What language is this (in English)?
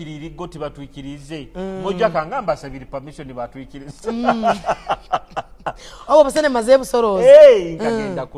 Nyoro